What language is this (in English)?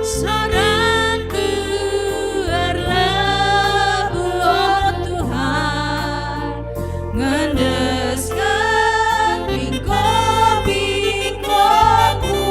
Batak Karo